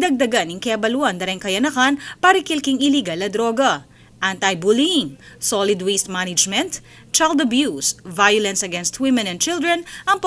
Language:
Pampanga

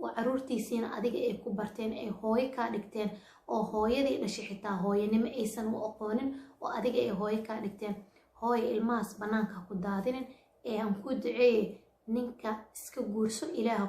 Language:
Somali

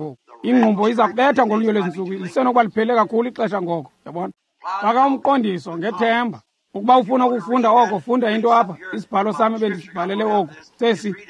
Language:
Xhosa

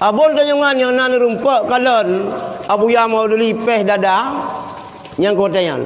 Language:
Achinese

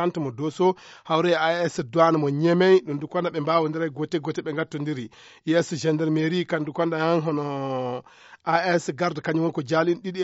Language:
Fula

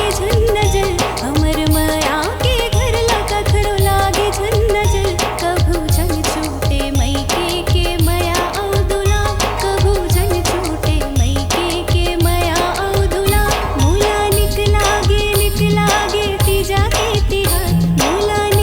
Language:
Chhattisgarhi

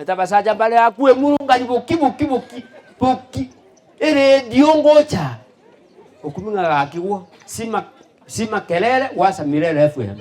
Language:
Gusii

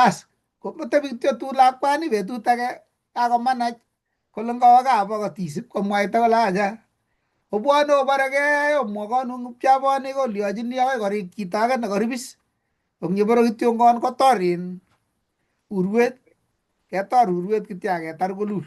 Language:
Kalenjin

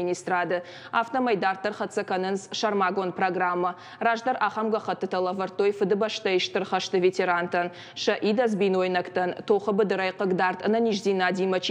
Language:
Ossetic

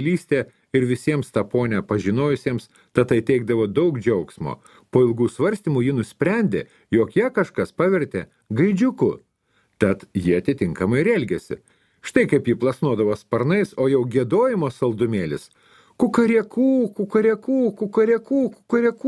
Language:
Lithuanian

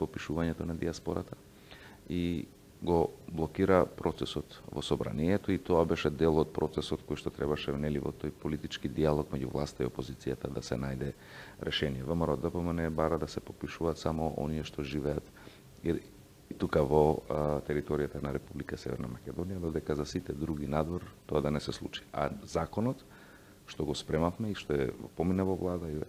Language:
Macedonian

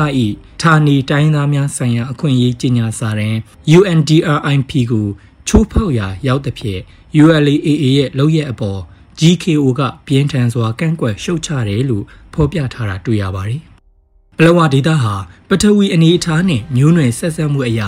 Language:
Burmese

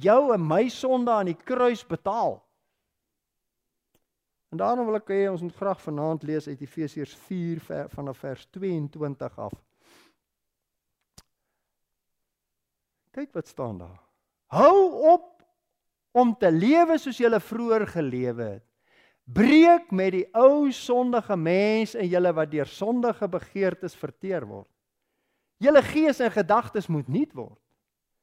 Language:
Afrikaans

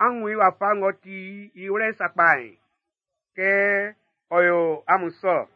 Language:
Baoulé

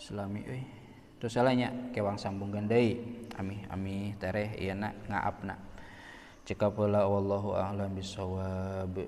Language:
Sundanese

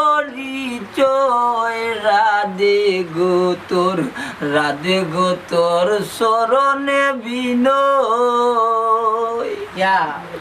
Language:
Sylheti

